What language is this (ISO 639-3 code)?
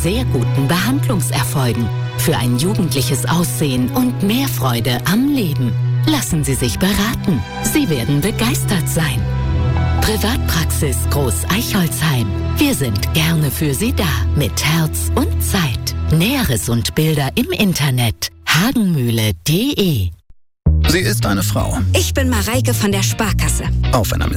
deu